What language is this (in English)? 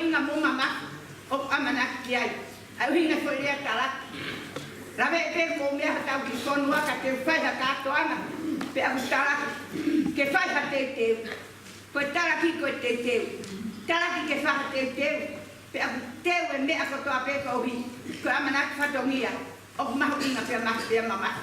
Tongan